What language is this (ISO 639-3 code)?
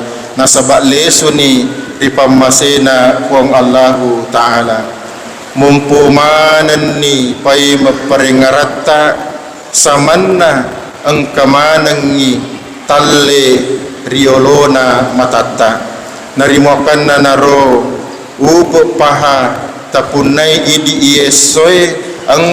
bug